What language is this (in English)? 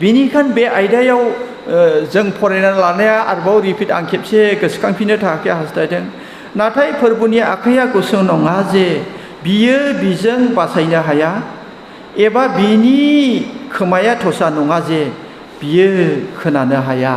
Bodo